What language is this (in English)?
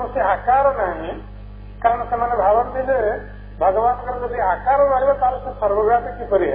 Odia